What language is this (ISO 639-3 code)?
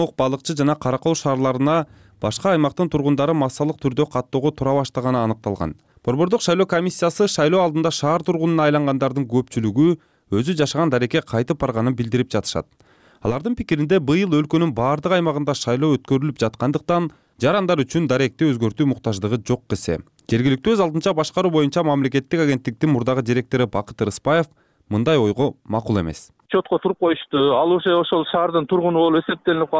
kir